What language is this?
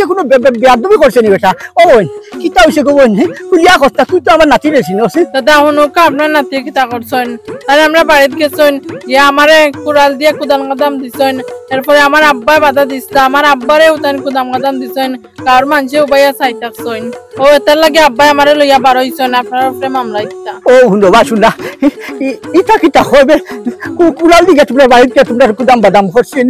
Sylheti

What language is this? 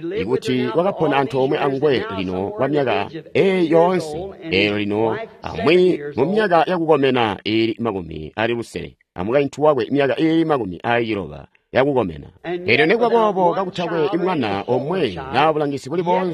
Tonga (Zambia)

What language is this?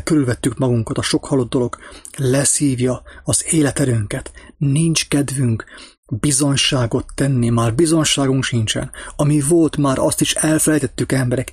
Hungarian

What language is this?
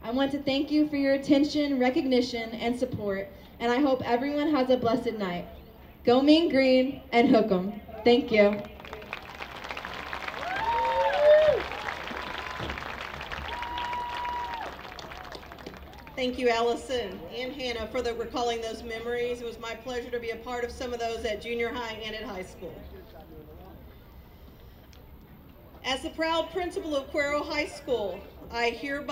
English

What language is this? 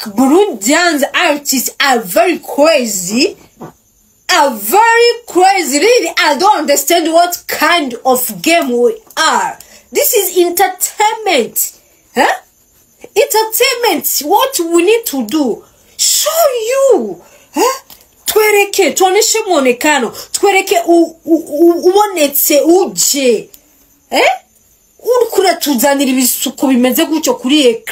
Rundi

